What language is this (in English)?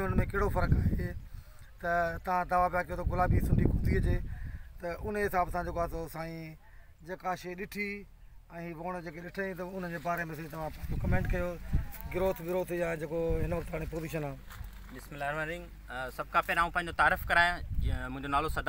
Sindhi